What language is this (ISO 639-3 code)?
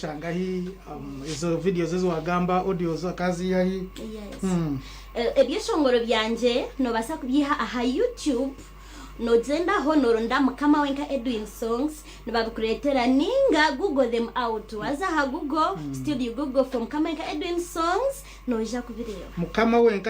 nyn